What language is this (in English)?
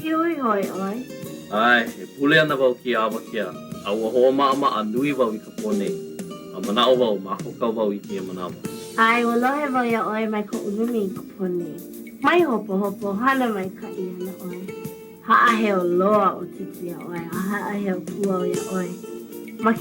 Hawaiian